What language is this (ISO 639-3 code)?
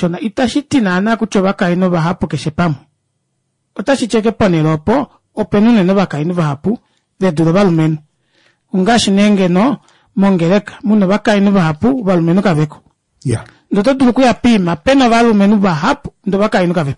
kua